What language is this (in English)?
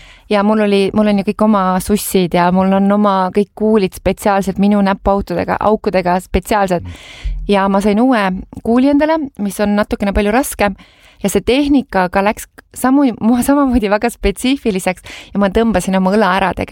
Estonian